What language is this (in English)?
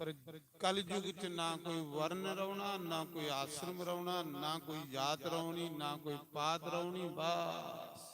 Dogri